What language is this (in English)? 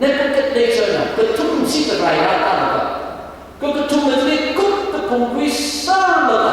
Tangkhul Naga (India)